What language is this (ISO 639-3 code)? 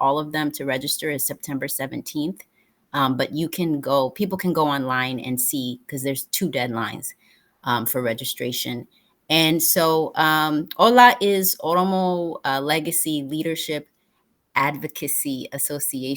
eng